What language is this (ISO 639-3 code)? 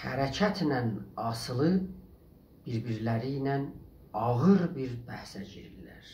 azb